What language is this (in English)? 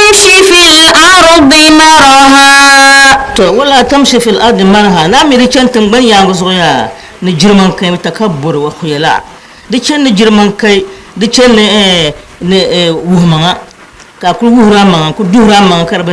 Dagbani